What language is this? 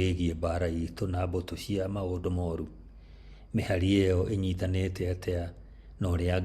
Kikuyu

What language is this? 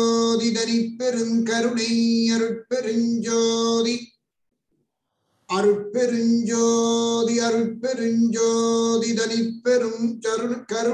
Tamil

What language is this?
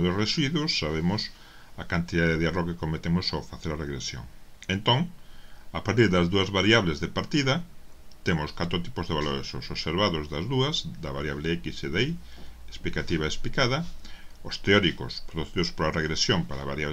Galician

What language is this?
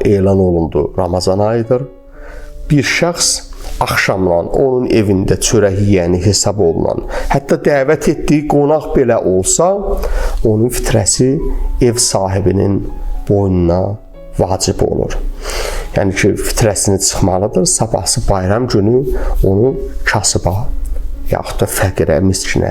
Azerbaijani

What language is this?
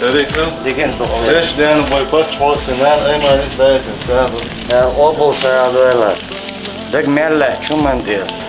Chechen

